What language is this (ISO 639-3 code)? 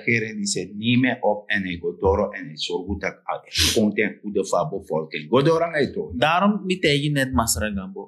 srn